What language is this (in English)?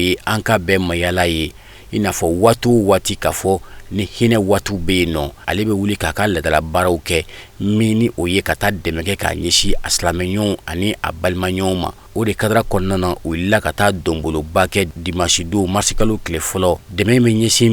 Bambara